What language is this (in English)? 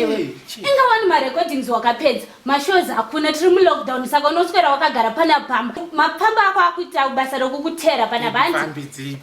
Shona